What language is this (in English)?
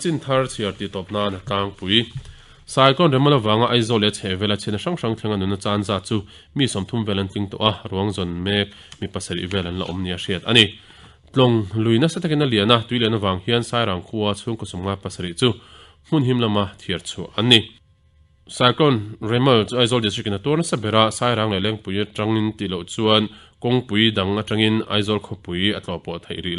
Mizo